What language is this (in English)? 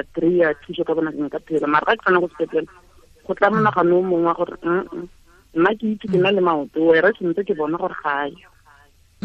Tswana